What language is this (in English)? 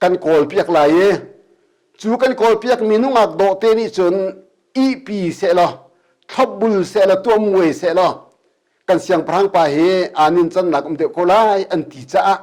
Hakha Chin